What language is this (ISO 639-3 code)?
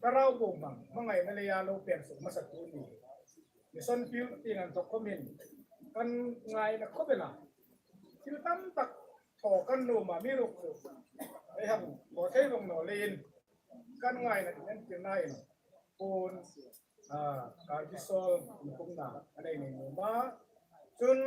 hmr